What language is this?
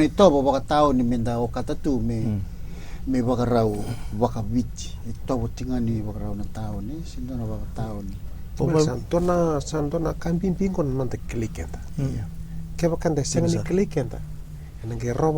Fijian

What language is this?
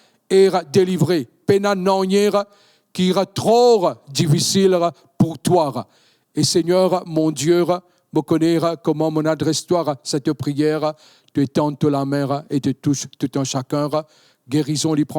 Morisyen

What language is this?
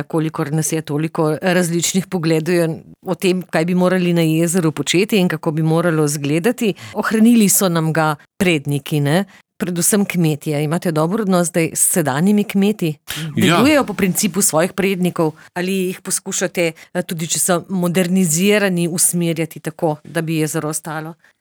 Slovenian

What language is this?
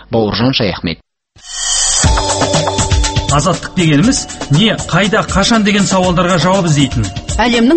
Kazakh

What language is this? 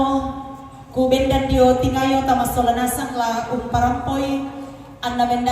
Toraja-Sa'dan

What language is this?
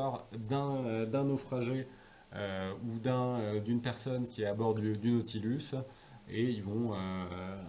French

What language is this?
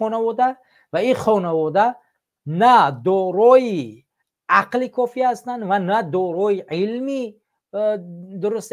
Tajik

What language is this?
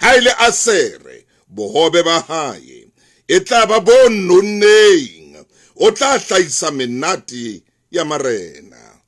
Southern Sotho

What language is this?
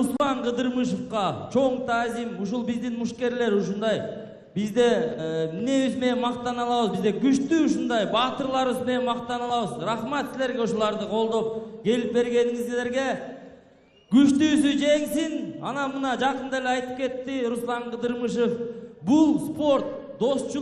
Kyrgyz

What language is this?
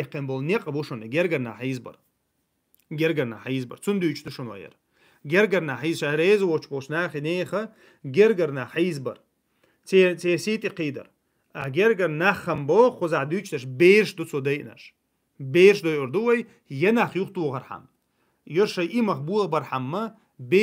Chechen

